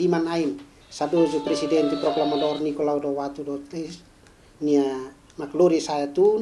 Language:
Tetum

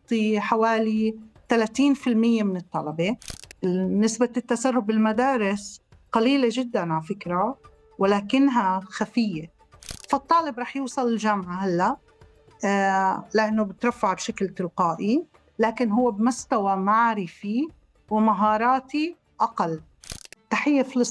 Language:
North Levantine Arabic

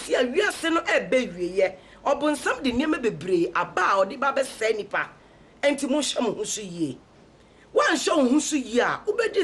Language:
Akan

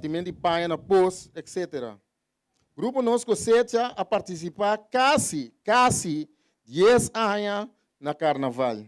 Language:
Papiamento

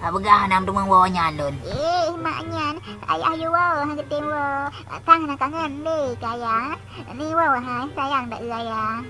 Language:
Achinese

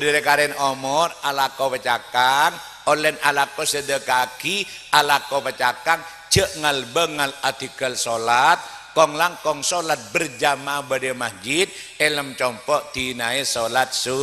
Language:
Madurese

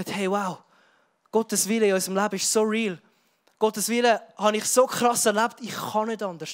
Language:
Swiss German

